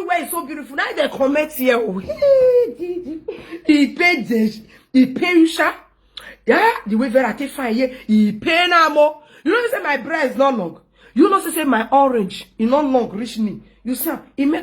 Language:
Nigerian Pidgin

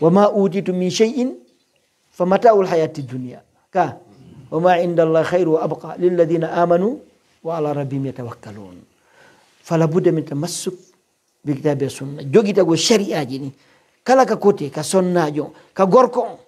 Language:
Pular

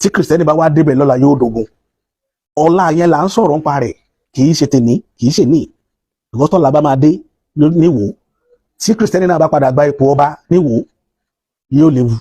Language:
Yoruba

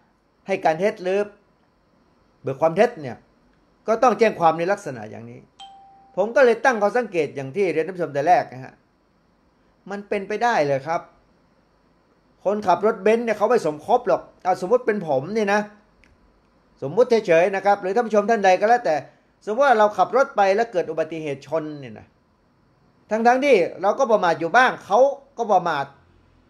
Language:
Thai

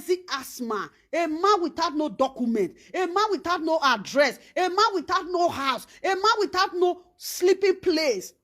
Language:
Nigerian Pidgin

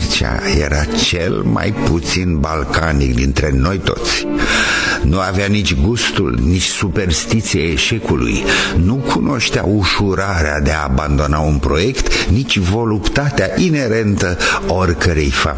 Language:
Romanian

